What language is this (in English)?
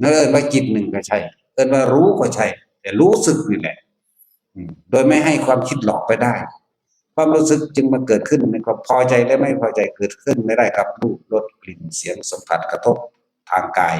Northeastern Thai